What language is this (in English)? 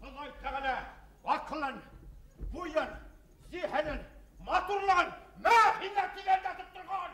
Bashkir